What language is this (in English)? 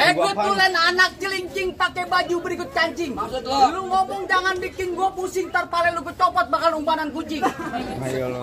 Betawi